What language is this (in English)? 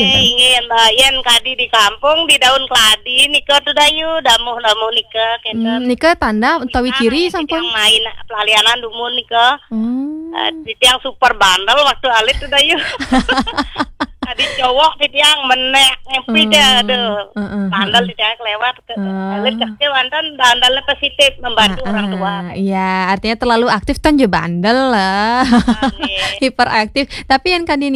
Balinese